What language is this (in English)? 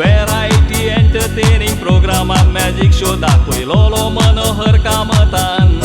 Konkani